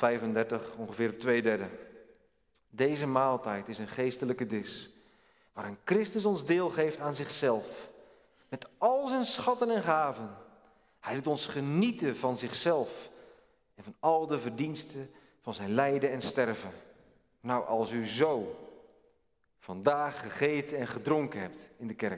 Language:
Dutch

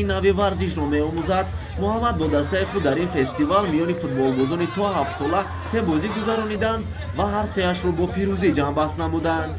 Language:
Tajik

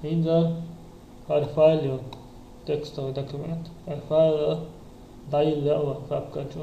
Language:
Chechen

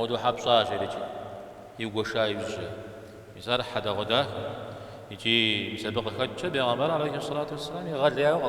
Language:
Kabardian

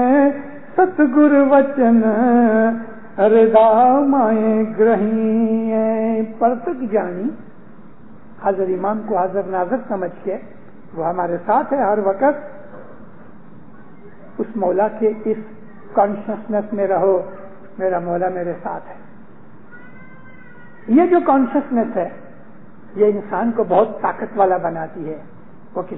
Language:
Urdu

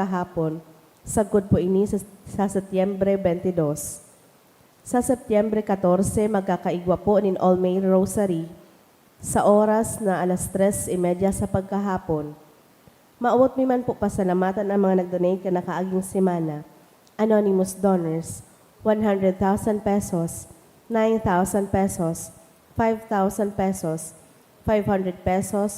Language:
Bikol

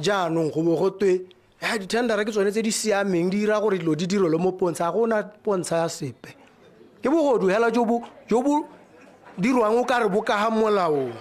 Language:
Tswana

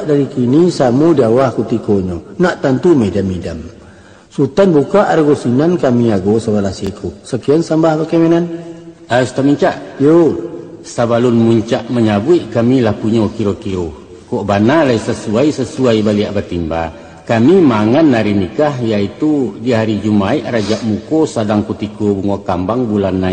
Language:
Minangkabau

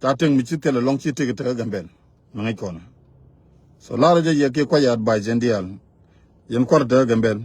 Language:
Nuer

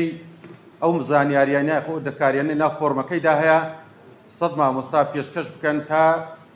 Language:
Central Kurdish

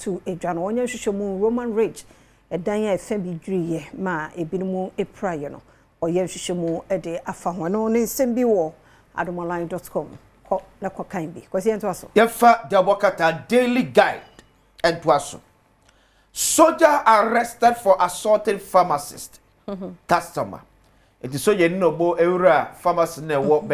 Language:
Akan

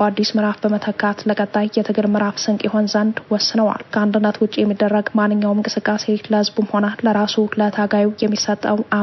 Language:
Amharic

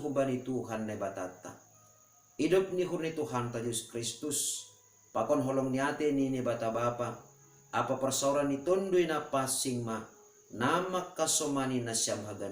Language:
Batak Simalungun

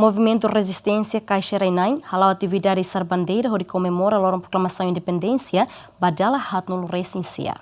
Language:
Tetum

